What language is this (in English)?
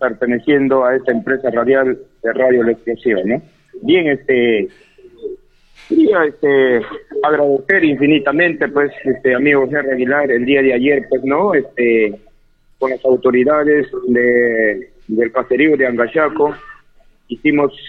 Spanish